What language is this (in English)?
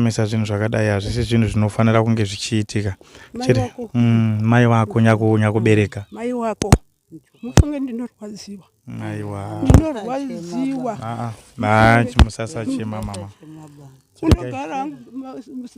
Shona